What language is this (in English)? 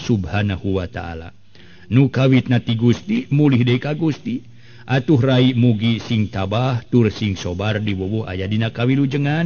Sundanese